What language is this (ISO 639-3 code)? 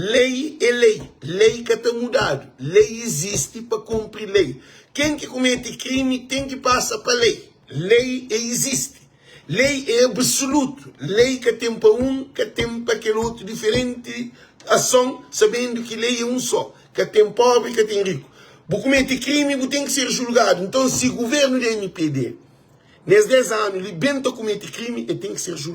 kea